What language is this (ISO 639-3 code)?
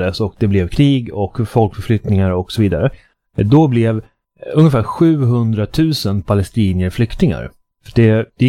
swe